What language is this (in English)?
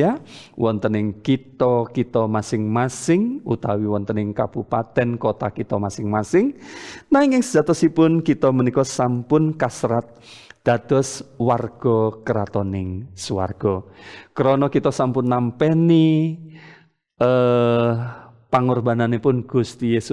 Javanese